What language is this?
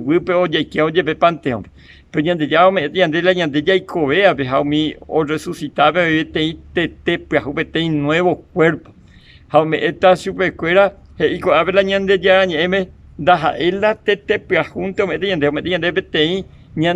Guarani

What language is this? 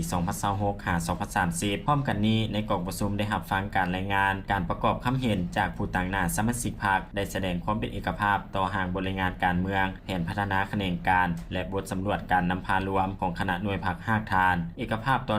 Lao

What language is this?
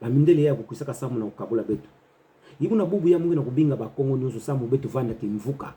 Kituba (Democratic Republic of Congo)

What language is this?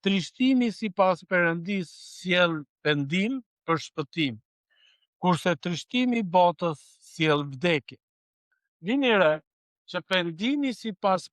Albanian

